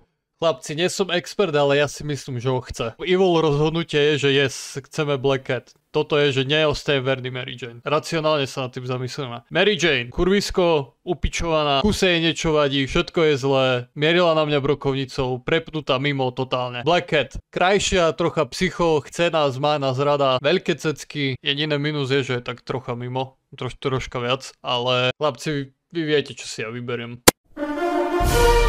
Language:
Slovak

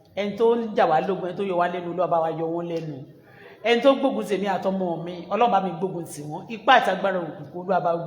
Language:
Yoruba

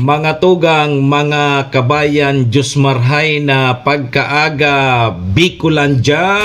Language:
Bikol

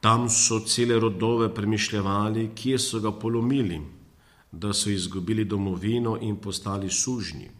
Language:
Slovenian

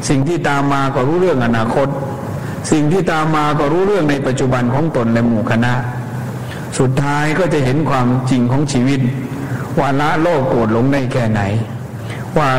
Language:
Thai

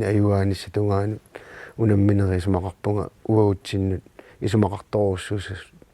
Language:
Kalaallisut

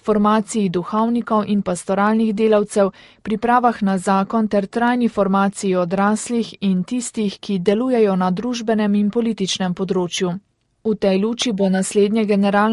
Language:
Slovenian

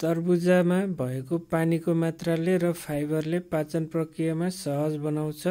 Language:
Nepali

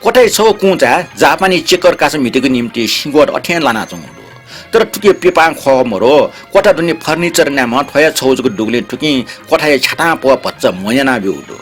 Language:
Newari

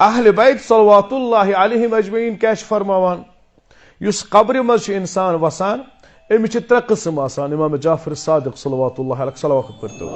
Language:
Kashmiri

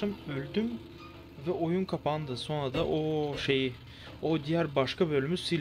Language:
Turkish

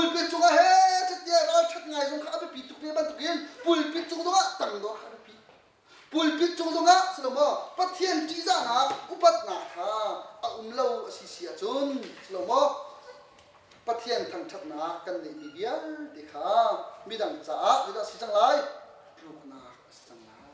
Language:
Hakha Chin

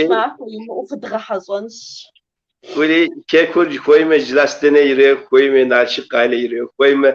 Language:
Kabardian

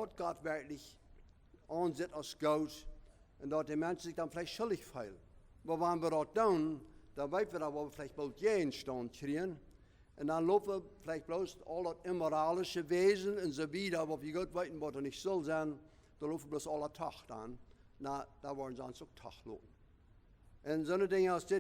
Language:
Plautdietsch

